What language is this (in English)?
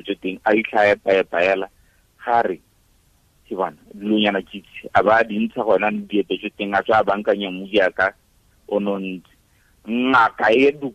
Tswana